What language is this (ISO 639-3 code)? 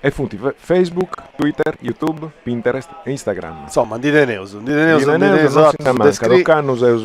srd